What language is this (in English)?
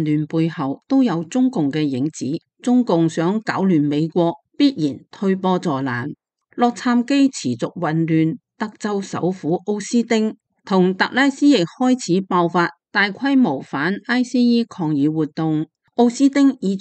Cantonese